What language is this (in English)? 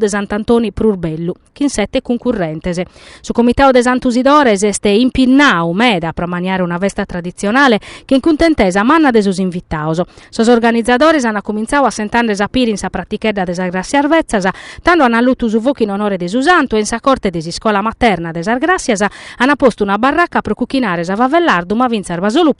Sardinian